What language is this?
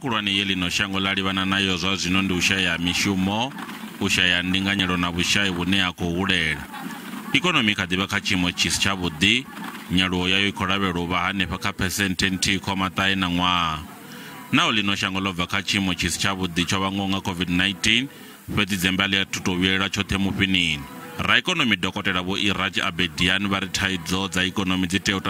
Venda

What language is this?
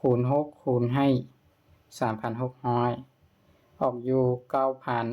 Lao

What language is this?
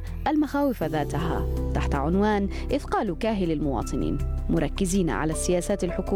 Arabic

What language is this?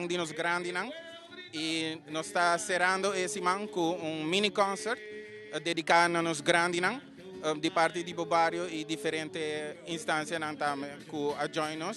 Papiamento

